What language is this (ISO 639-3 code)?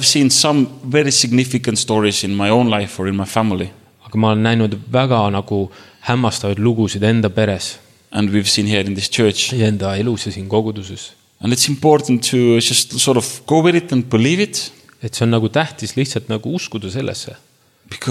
est